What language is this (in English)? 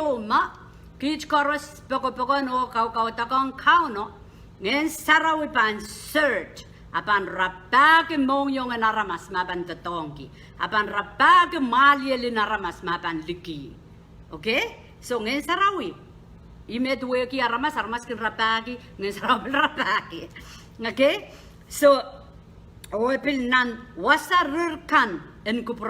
Pohnpeian